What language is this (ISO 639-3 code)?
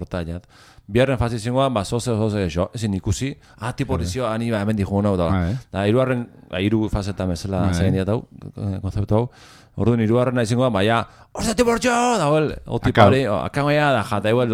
eus